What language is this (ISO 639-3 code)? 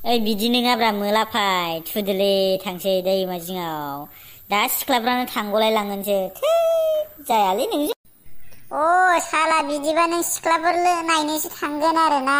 brx